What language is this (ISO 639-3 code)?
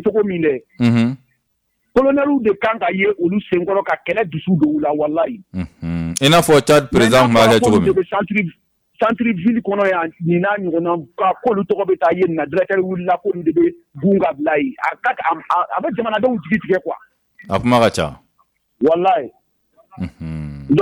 bam